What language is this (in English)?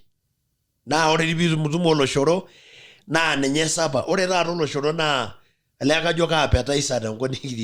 Masai